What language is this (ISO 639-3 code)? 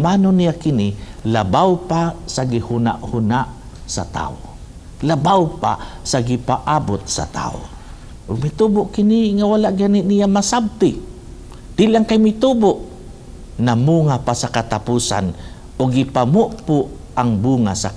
ceb